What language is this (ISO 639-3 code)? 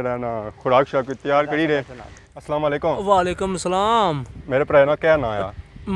phr